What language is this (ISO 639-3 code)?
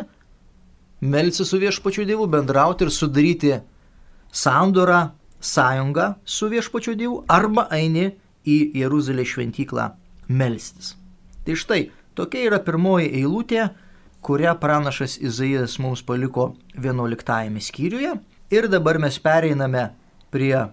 lit